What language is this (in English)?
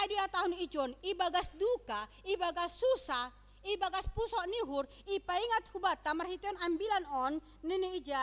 Batak Simalungun